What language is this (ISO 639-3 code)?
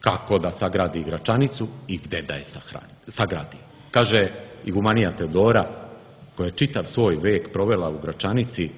srp